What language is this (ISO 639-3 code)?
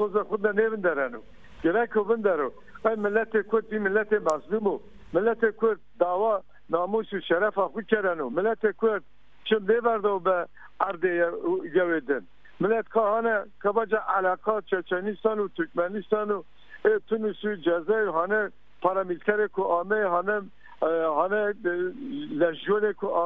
zza